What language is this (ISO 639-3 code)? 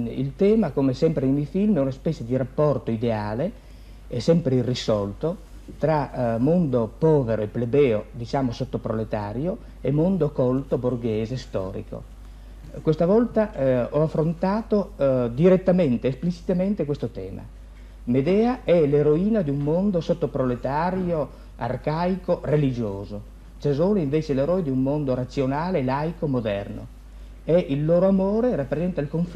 ita